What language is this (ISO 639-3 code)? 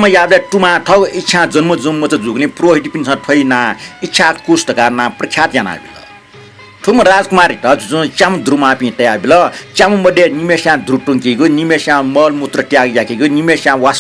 new